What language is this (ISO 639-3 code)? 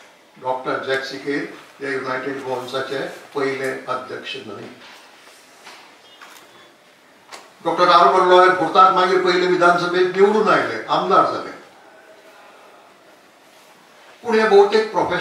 kok